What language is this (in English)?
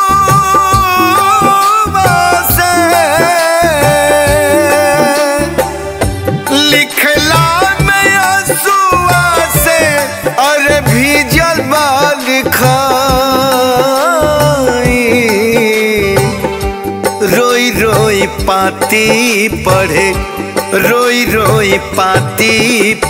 Bhojpuri